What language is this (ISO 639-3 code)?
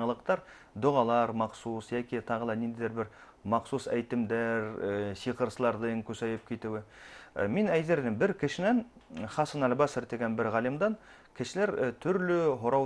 bak